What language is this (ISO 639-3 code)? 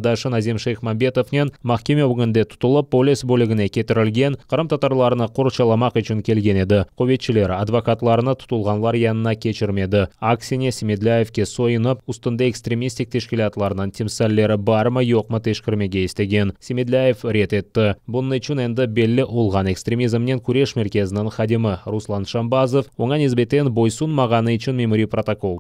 crh